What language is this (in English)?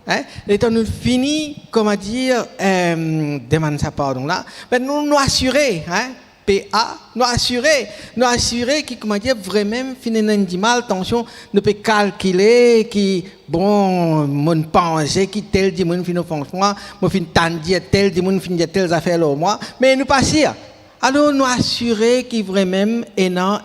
Morisyen